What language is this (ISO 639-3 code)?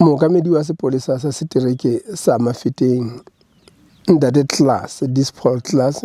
sot